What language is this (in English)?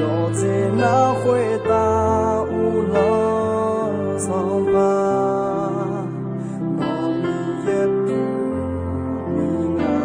Akha